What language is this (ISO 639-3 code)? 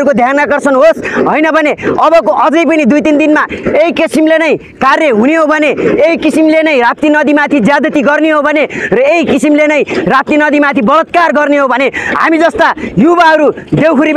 nep